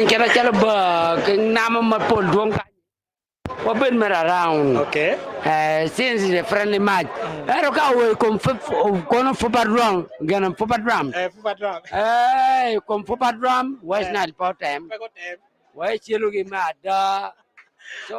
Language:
Acoli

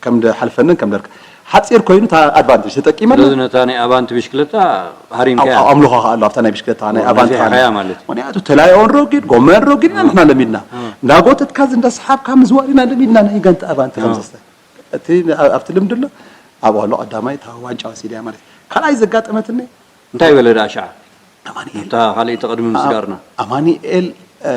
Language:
Tigrinya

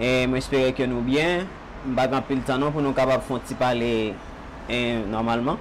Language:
Haitian Creole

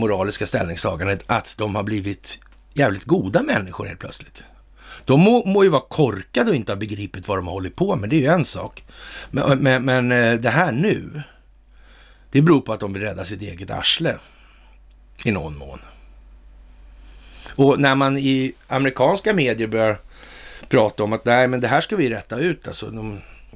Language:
Swedish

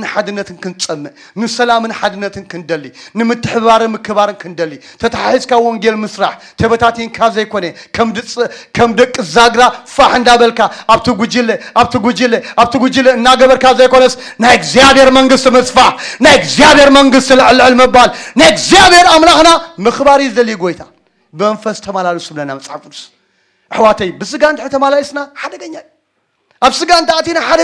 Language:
Tigrinya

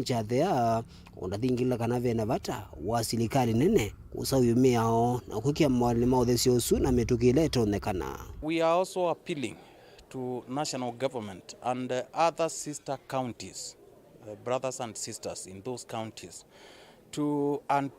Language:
Kamba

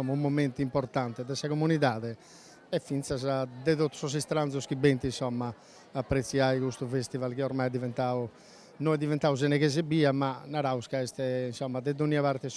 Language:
Sardinian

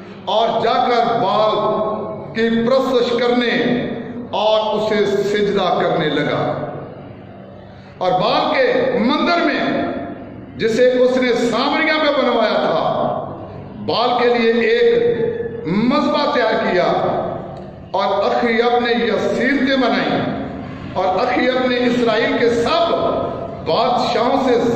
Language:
Urdu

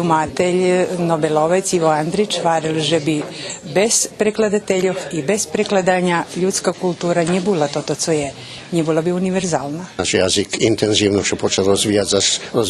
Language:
Rusyn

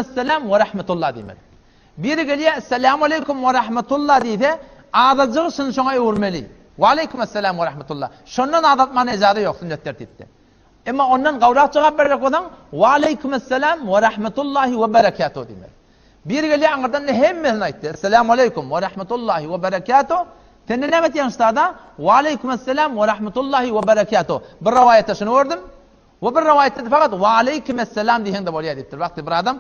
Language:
Turkmen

